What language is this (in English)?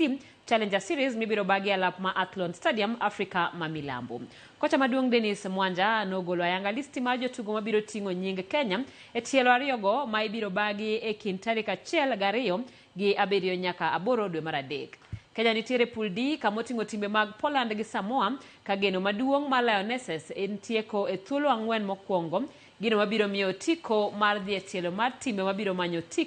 Luo (Kenya and Tanzania)